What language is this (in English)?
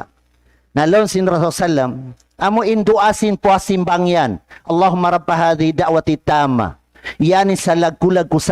Tausug